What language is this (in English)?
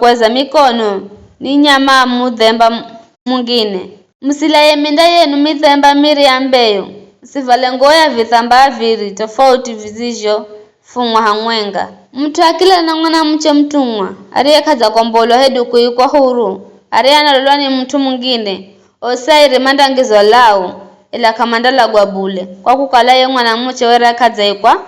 Giryama